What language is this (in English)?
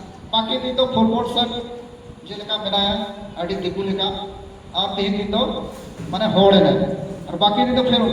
Santali